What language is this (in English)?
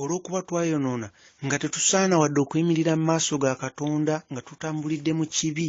Ganda